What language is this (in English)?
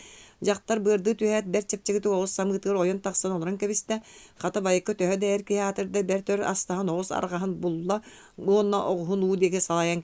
Yakut